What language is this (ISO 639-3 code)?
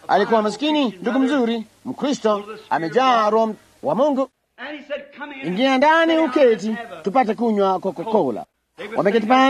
swa